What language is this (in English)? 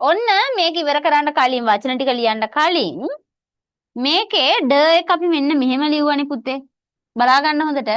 Sinhala